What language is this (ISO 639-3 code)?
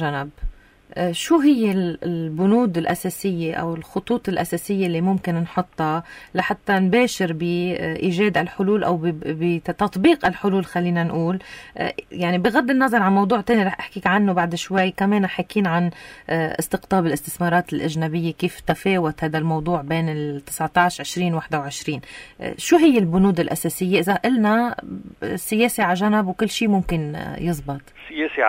apc